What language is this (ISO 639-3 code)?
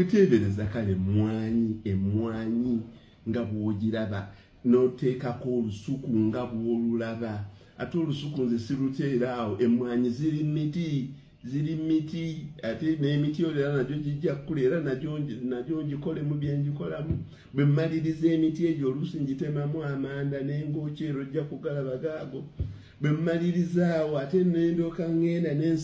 lug